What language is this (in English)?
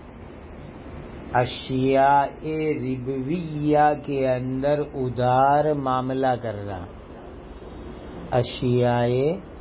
Urdu